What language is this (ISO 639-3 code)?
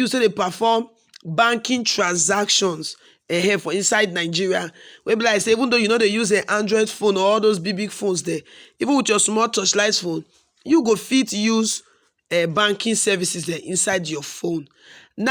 pcm